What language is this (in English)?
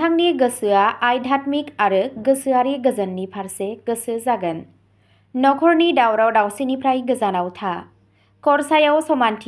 Bodo